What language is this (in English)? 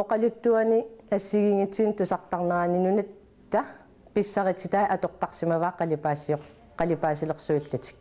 Kalaallisut